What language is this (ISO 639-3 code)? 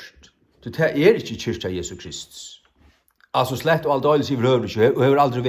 fao